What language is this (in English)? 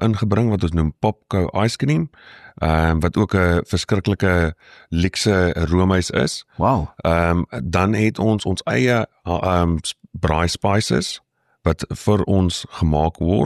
Afrikaans